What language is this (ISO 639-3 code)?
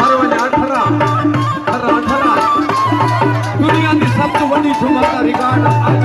skr